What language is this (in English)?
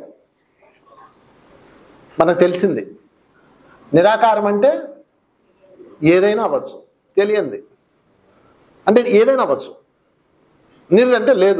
Telugu